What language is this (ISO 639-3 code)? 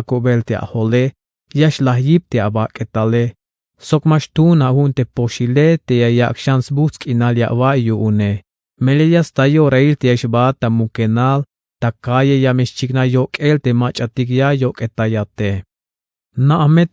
tzh